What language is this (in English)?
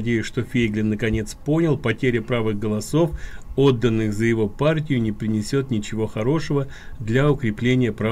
Russian